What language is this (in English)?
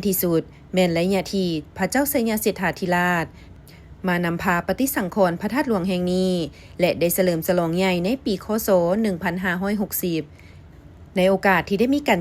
Lao